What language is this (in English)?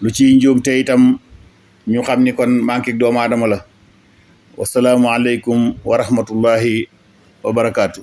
Wolof